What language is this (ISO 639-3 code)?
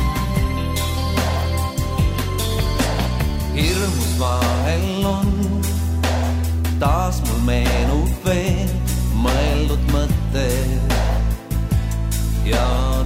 est